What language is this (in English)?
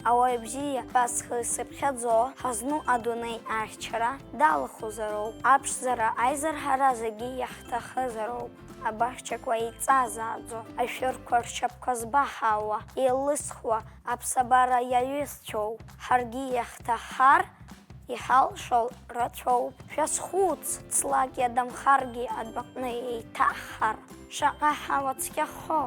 Abkhazian